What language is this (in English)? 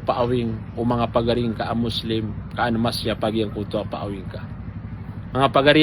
Maranao